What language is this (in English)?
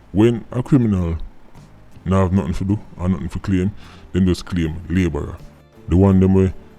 Jamaican Creole English